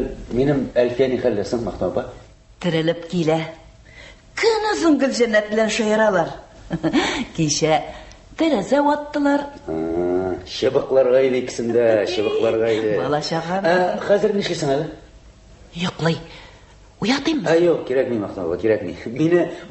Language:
Tatar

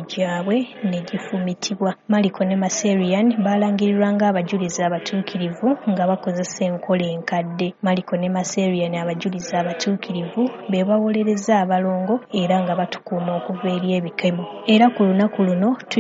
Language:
Ganda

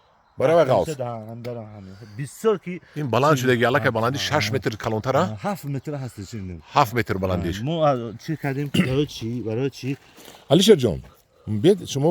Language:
Tajik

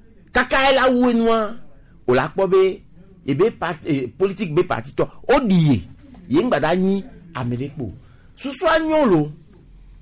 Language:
Gen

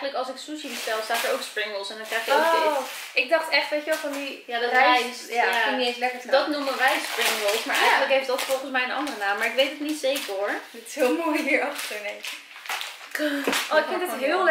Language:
Dutch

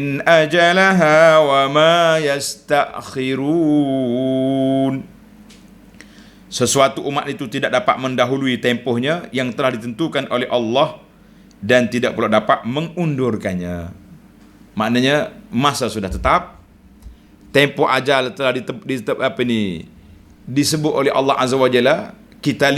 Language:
Malay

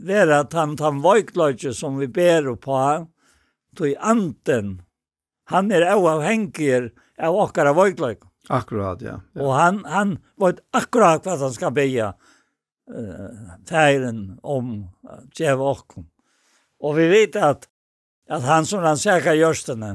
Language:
Faroese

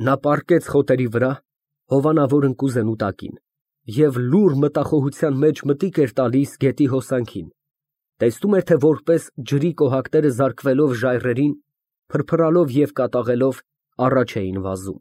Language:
Armenian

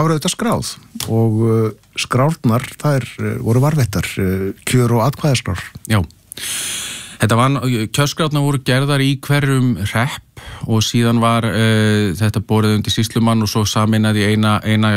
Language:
Icelandic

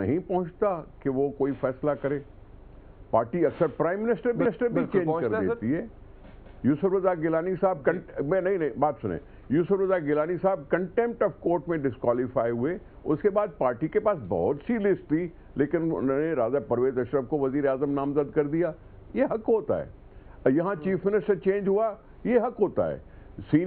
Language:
Urdu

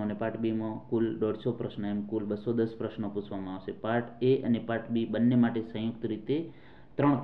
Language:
Gujarati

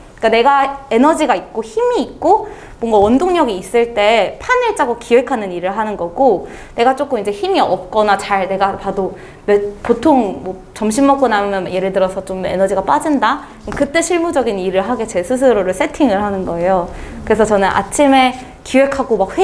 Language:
Korean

